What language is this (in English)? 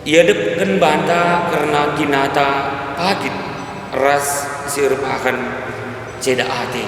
Batak Karo